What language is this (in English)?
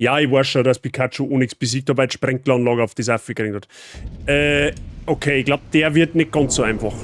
Bavarian